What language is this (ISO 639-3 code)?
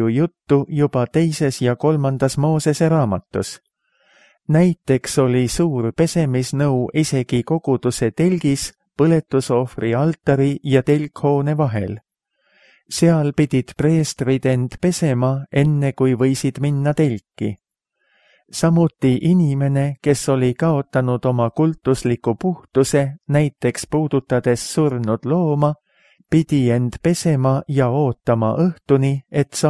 est